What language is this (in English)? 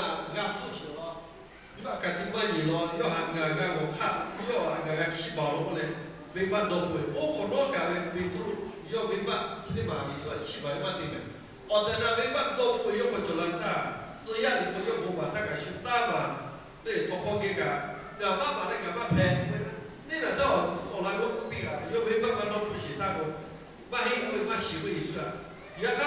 Lahu